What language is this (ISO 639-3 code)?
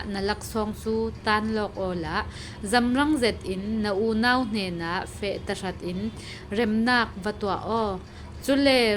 cfm